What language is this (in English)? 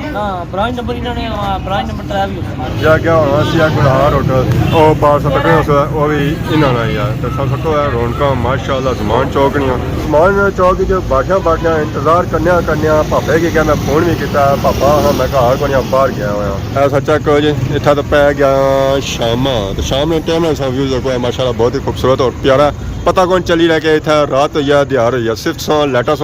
Pahari-Potwari